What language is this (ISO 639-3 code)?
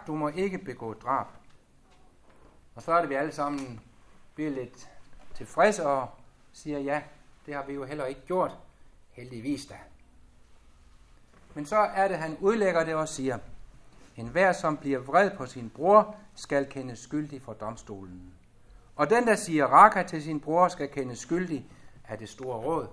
dan